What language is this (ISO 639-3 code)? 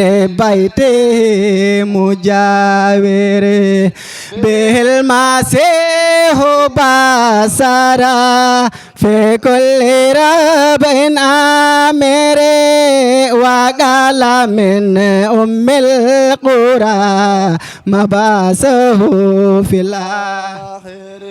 ful